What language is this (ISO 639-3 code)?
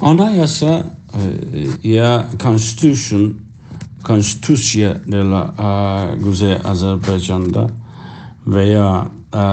azb